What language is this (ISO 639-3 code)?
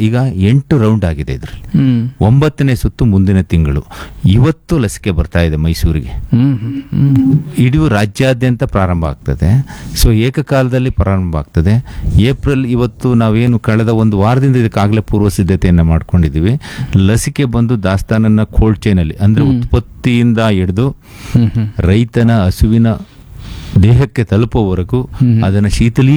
kan